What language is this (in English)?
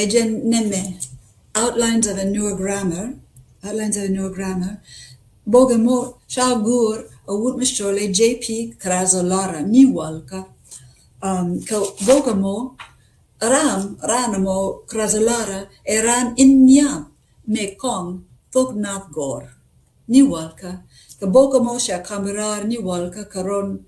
Nuer